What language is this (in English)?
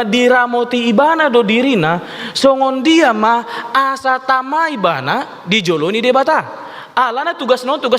Batak Toba